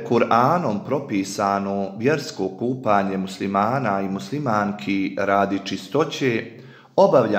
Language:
Bosnian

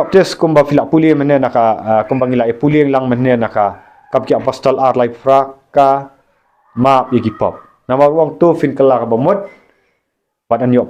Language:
Khasi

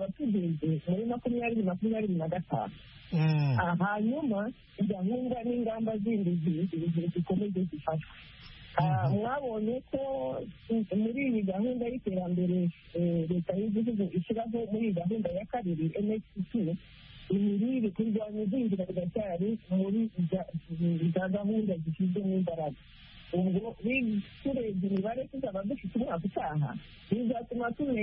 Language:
Kinyarwanda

